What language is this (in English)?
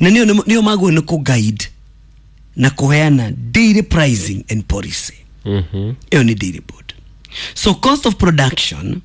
Kikuyu